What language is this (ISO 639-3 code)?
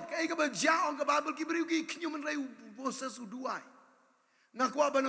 kha